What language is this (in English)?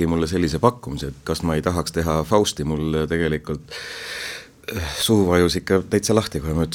Estonian